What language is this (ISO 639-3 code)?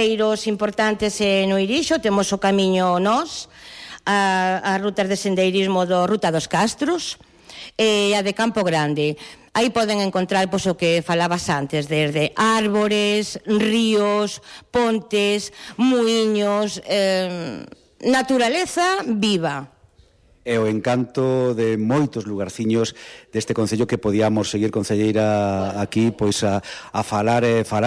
glg